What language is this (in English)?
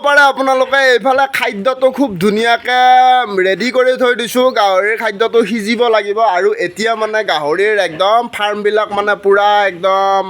Assamese